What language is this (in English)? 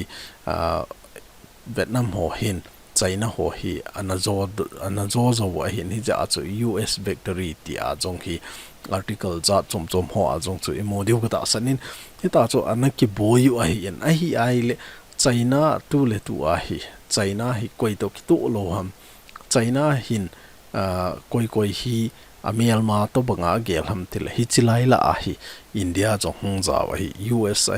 Thado Chin